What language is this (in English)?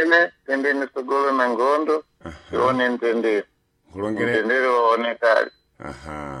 Sena